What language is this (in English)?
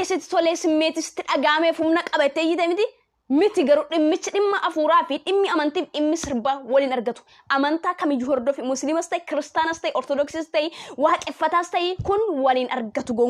Oromo